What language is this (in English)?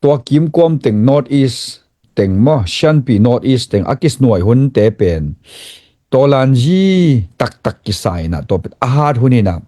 Tedim Chin